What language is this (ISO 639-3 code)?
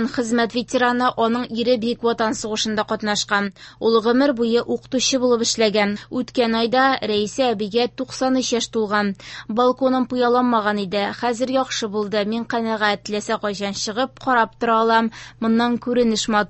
tat